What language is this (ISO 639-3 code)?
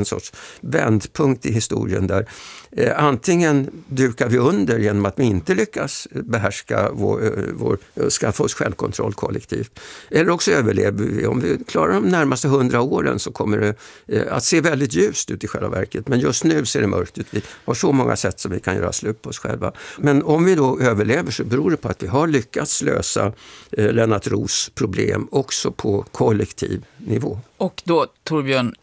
swe